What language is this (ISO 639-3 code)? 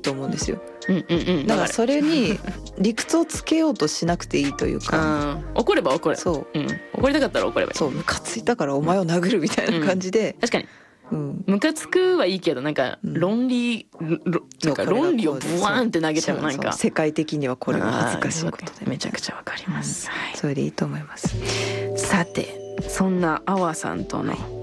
jpn